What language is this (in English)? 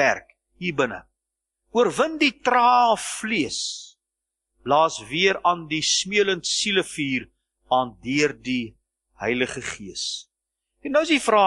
Afrikaans